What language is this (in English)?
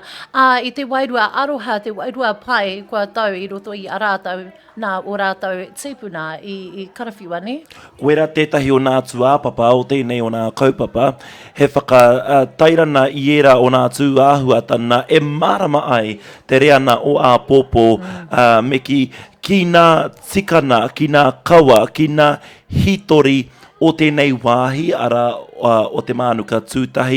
Māori